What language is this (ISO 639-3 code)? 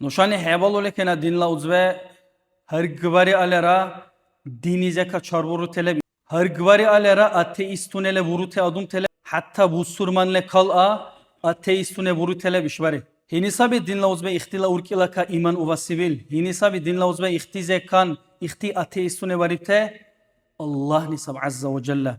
dar